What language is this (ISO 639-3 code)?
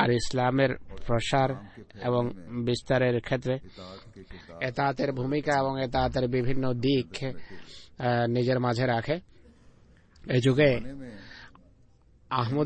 ben